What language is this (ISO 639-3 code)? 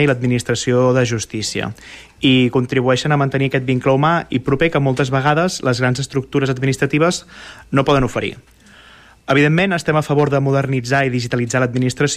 cat